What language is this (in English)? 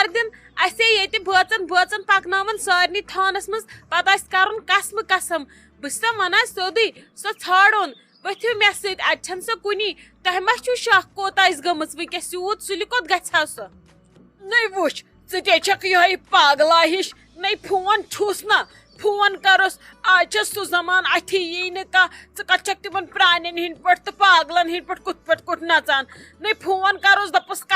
Kashmiri